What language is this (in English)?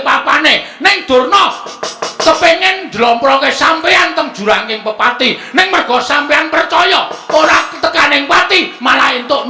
Javanese